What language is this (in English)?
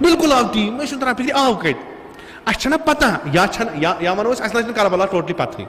Kashmiri